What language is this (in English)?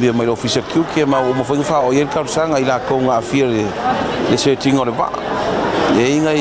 Samoan